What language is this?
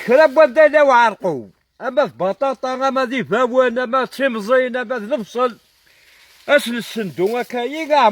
Kabyle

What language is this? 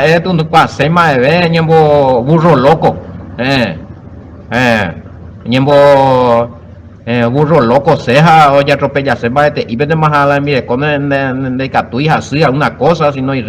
Guarani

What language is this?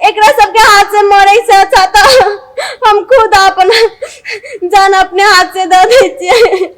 Maithili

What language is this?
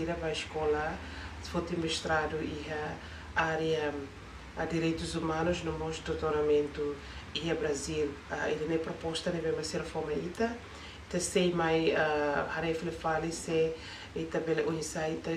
Tetum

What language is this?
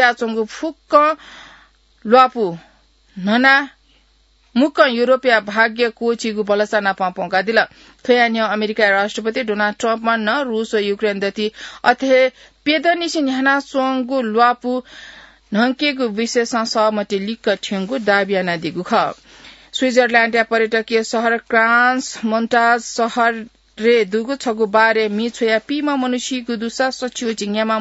Newari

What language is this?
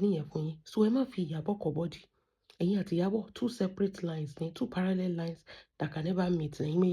Yoruba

